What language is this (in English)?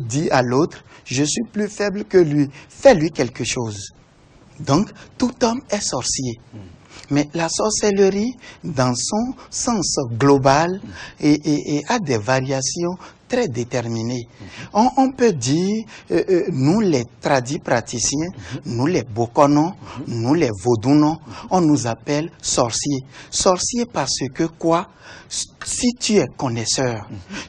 French